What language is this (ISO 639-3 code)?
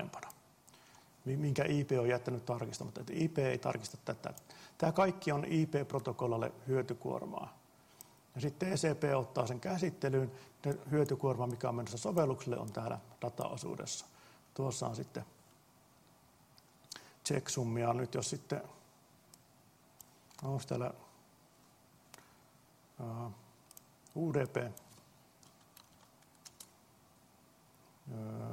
fin